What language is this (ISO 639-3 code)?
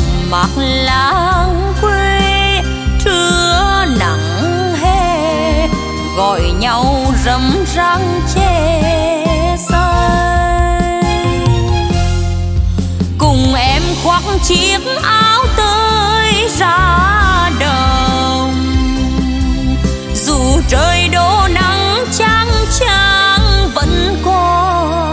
vie